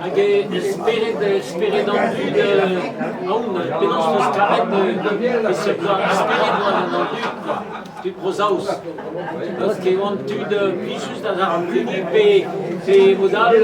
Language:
Breton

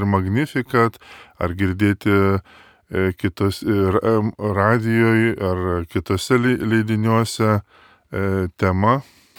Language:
Lithuanian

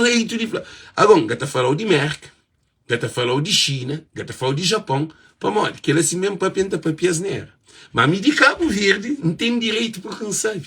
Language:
Kabuverdianu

